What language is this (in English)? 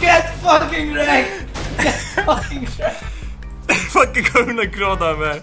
Faroese